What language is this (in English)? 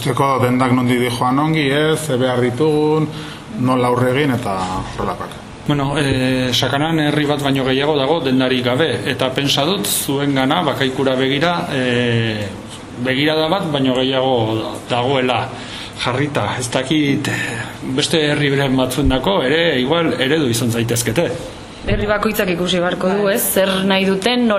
Basque